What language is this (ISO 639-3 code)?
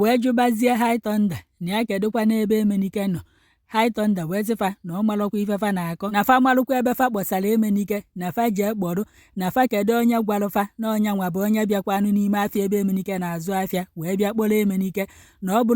ibo